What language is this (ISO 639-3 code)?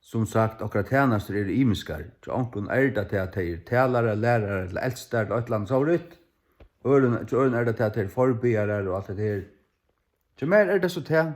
fao